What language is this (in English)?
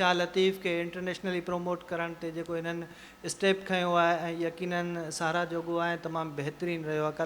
Sindhi